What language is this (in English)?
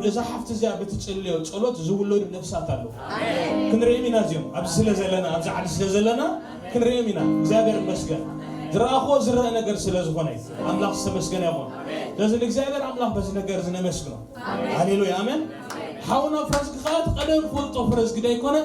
Tigrinya